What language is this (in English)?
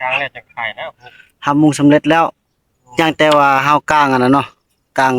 Northeastern Thai